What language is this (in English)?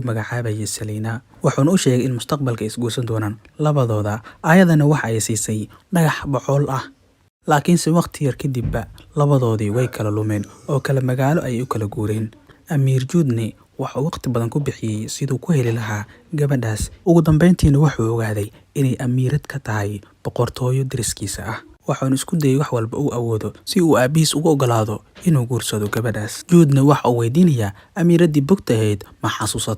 Somali